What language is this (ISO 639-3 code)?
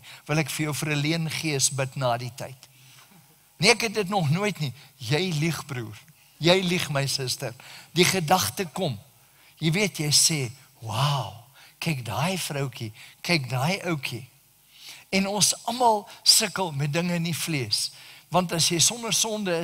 afr